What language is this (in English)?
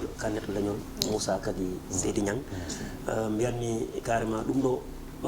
Fula